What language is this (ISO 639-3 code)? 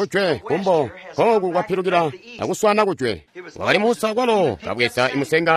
toi